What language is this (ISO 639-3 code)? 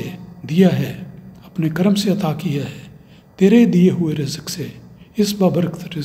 urd